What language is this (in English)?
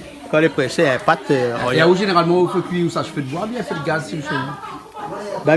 Réunion Creole French